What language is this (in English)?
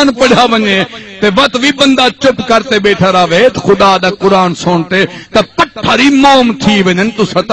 Saraiki